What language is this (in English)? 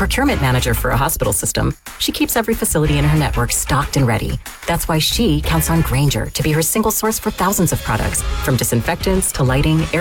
English